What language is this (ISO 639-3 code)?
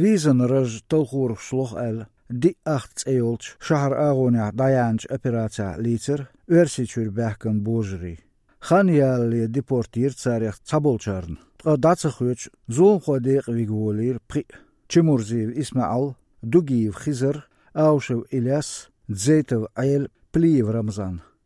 aze